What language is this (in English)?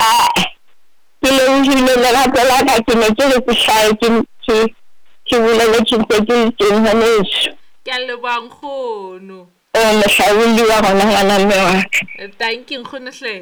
Southern Sotho